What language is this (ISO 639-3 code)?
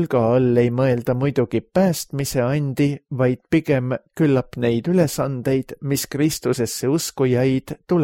est